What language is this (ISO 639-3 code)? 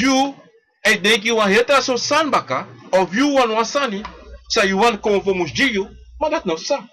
srn